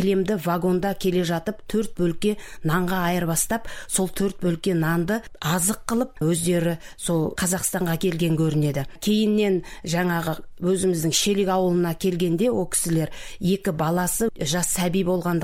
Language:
Kazakh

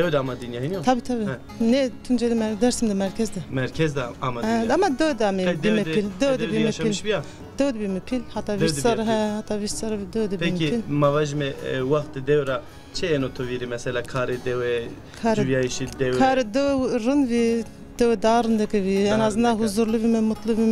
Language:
Zaza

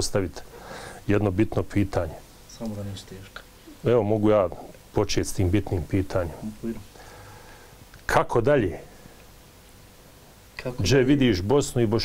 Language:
Bosnian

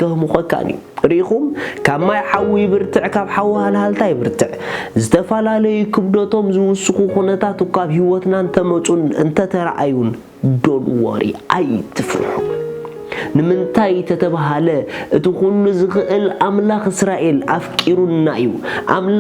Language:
Tigrinya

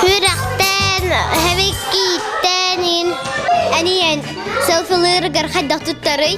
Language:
Yakut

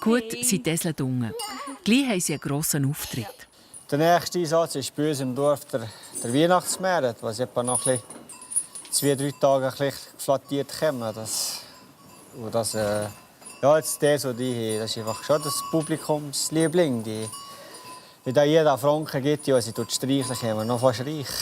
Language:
Swiss German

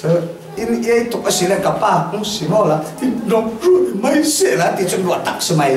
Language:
Falam Chin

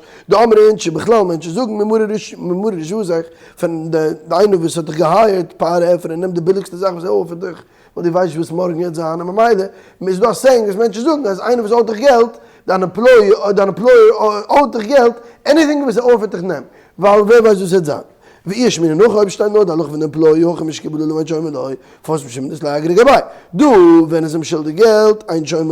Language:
Yiddish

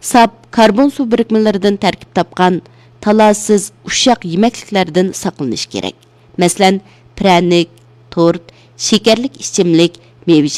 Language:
Uyghur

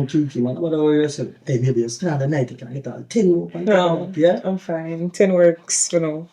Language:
Jamaican Creole English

